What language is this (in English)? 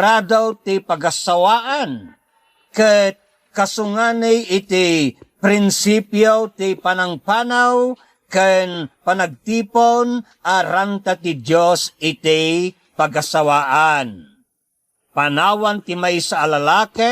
Iloko